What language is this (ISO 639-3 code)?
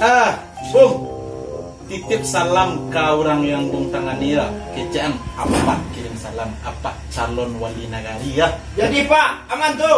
min